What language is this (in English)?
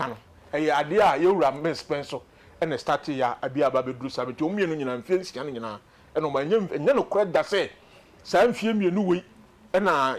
Akan